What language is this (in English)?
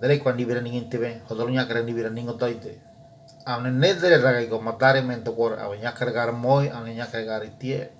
Ngäbere